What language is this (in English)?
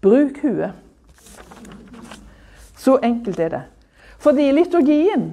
Norwegian